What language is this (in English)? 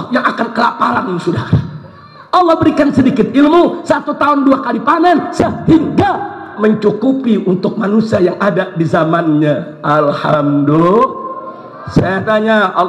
Indonesian